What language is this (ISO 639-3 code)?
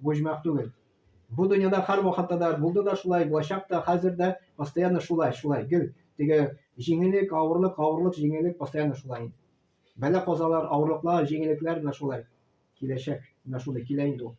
tat